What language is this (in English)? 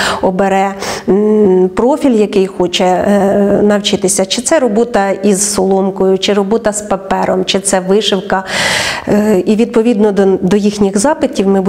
Ukrainian